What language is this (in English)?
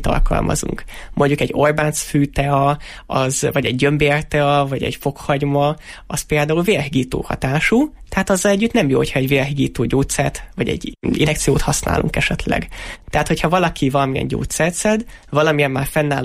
Hungarian